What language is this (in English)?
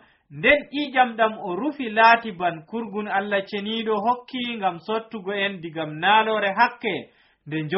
Nigerian Fulfulde